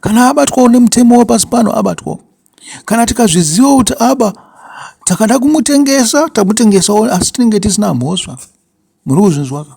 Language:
Shona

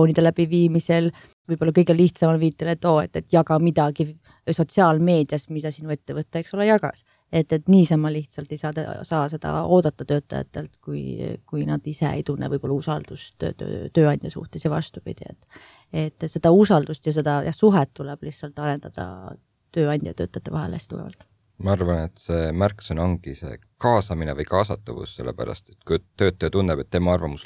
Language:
Estonian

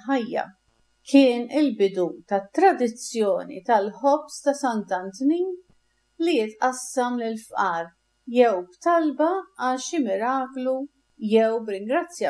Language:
Maltese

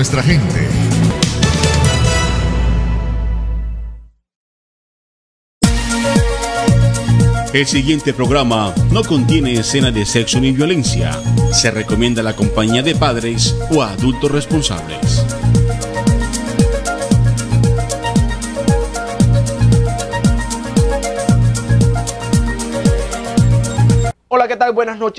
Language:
Spanish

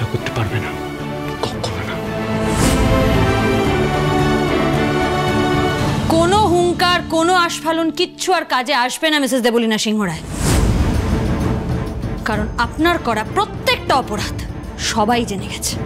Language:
Bangla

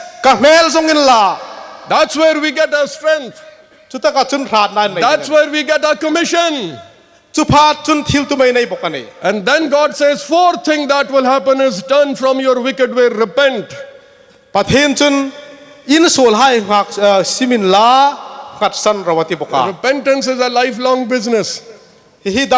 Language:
Hmar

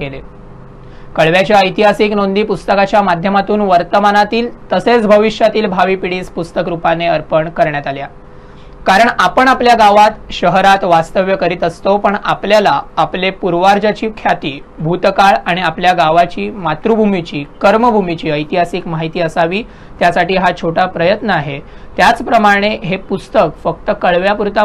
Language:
Marathi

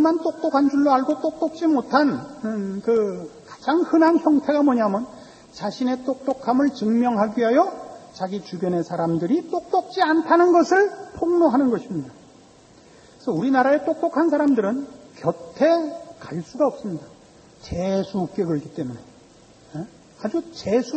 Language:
Korean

